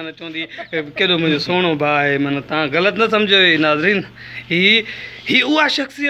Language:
Sindhi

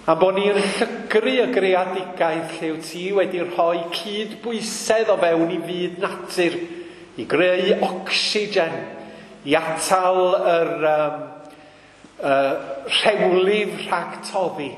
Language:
Welsh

